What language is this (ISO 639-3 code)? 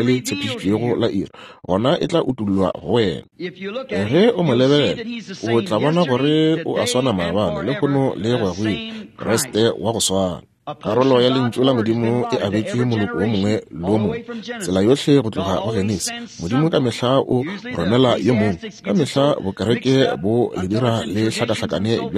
nso